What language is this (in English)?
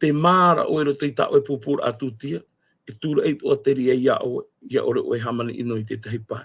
Tahitian